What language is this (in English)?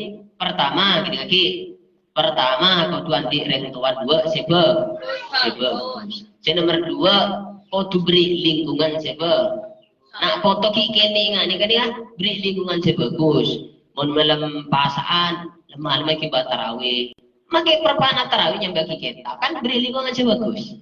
Madurese